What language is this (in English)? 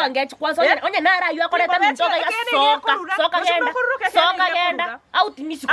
Gusii